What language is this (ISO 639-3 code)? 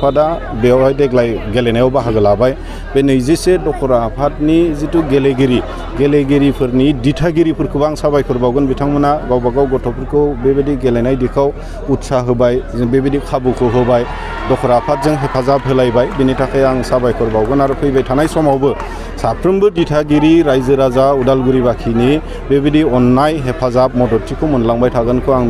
brx